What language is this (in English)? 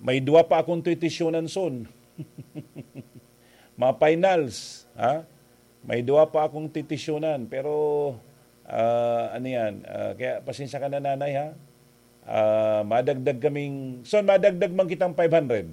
Bikol